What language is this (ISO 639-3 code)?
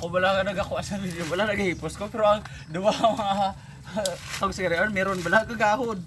hil